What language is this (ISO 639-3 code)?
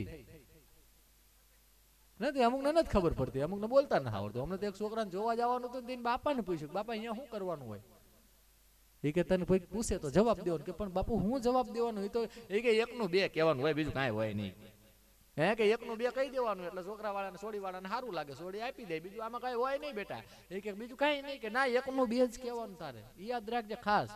guj